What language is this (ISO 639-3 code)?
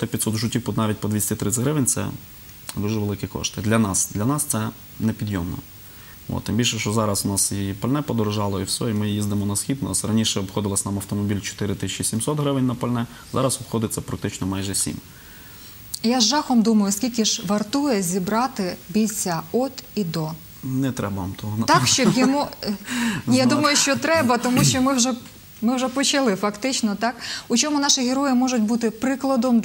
ukr